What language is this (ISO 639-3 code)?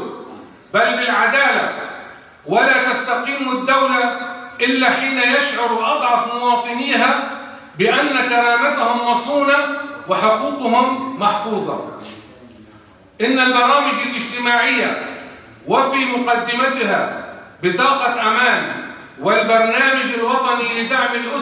apc